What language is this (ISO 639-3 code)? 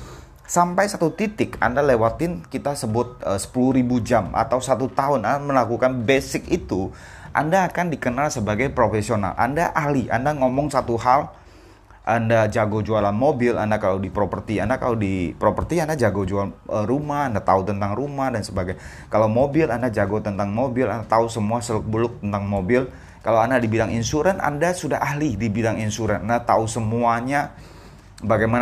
ind